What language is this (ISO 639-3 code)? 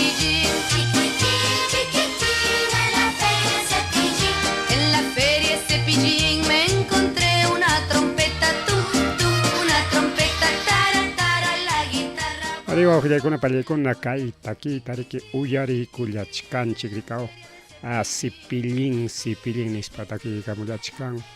quy